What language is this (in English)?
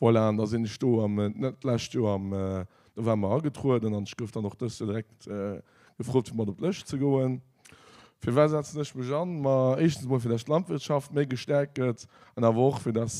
Luxembourgish